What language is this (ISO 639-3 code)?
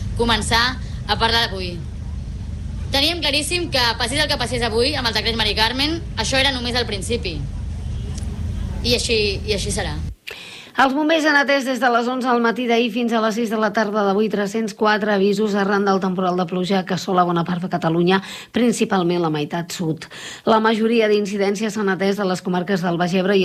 cat